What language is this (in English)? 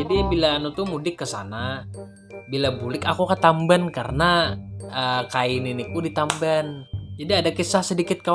Banjar